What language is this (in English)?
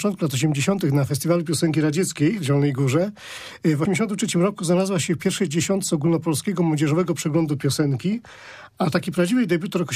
Polish